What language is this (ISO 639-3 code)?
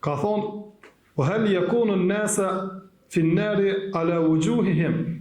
sqi